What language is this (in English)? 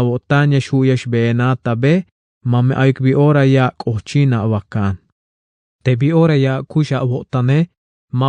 Tzeltal